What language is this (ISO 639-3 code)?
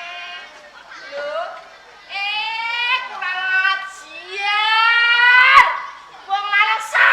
jav